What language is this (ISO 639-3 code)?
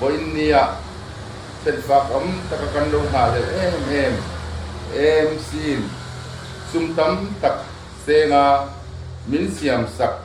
lus